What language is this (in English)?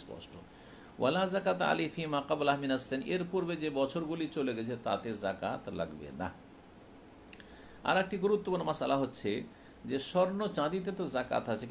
Bangla